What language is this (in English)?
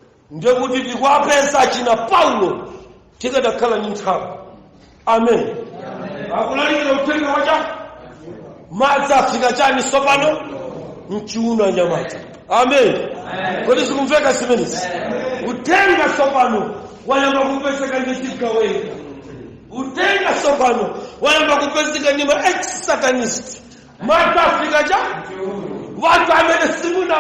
Nyanja